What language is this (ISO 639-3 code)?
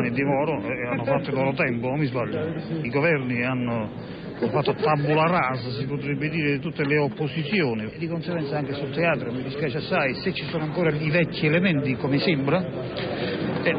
ita